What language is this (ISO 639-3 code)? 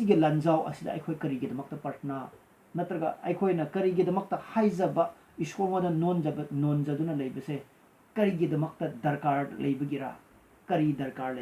mni